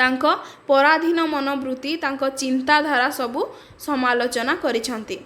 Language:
Odia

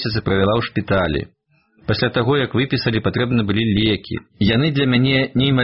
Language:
Belarusian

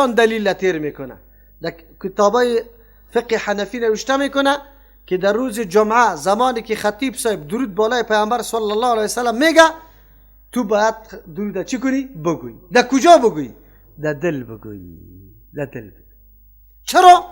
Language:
Persian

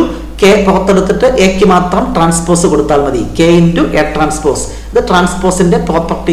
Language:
Malayalam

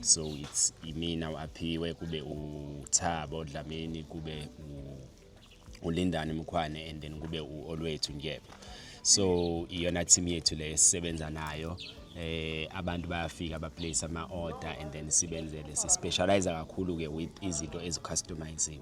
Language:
Zulu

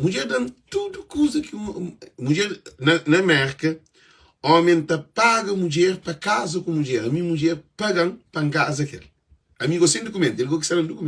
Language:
Kabuverdianu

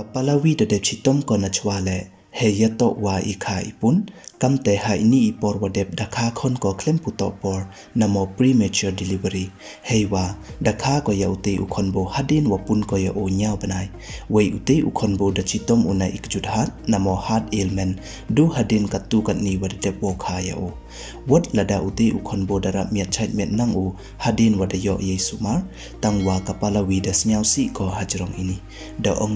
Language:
Pnar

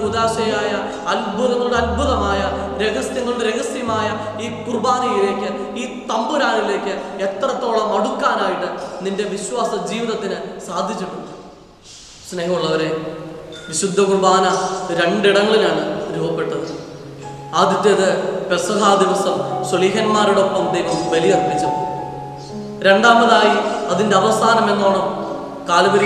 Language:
Malayalam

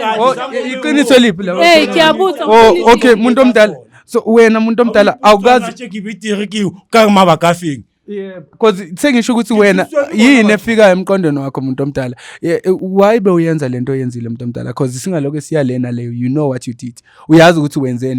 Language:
Zulu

